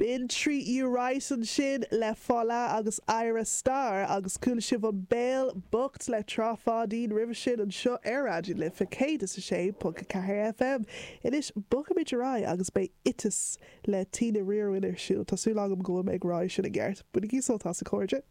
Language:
Irish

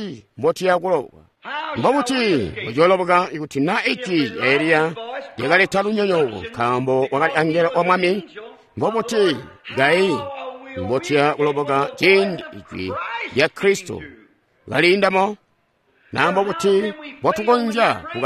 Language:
Tonga (Zambia)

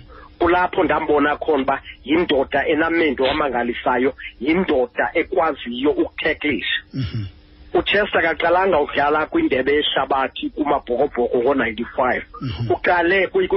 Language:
Xhosa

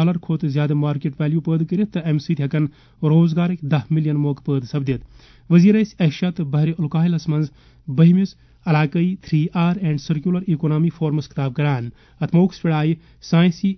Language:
Kashmiri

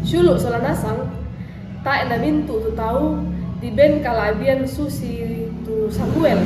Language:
Toraja-Sa'dan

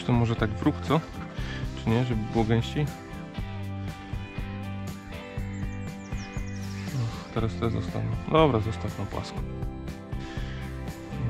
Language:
Polish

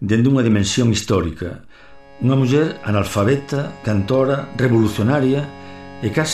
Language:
Galician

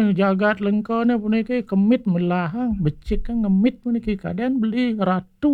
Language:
Balinese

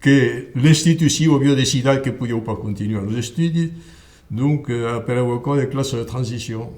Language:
Occitan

